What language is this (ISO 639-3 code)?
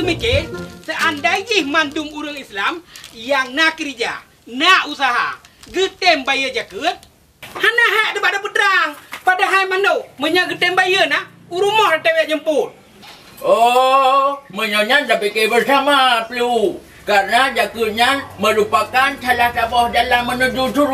ace